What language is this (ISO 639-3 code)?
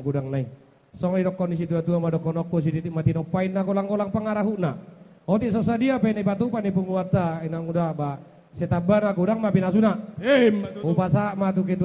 bbc